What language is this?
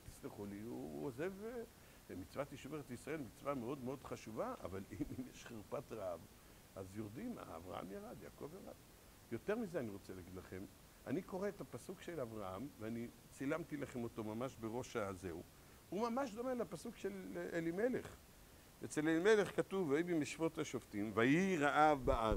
Hebrew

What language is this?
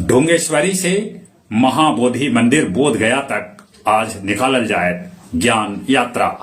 Magahi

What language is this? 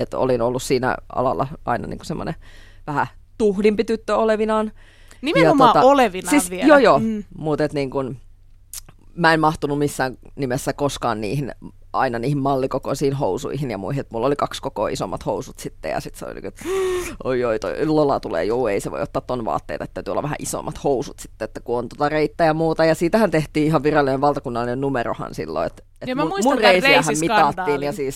Finnish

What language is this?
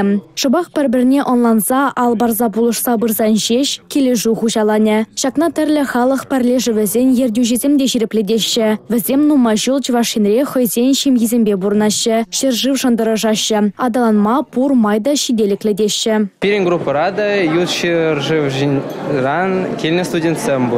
Chuvash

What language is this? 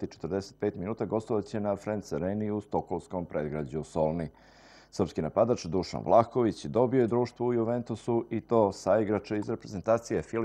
Serbian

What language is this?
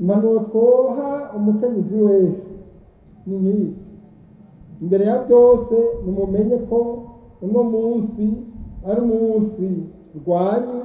Rundi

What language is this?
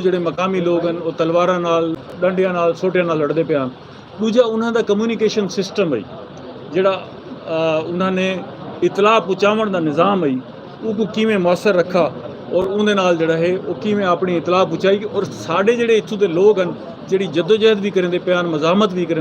Saraiki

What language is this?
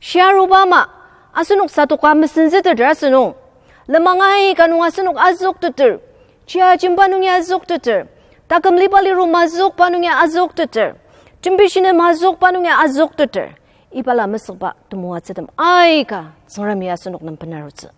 Ao Naga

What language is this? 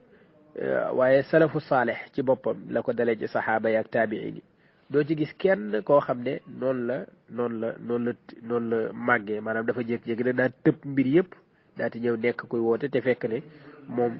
Wolof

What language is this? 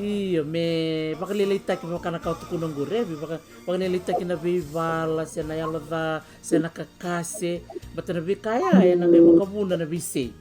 Fijian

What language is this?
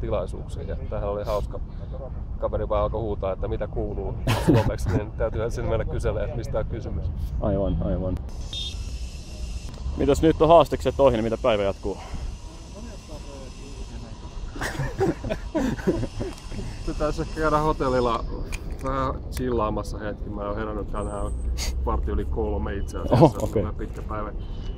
Finnish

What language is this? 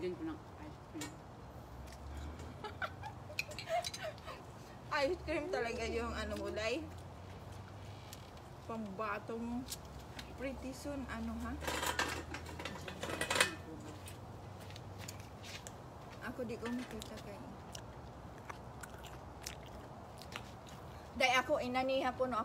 Filipino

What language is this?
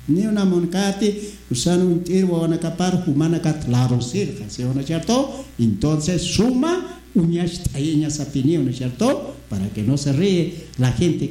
Aymara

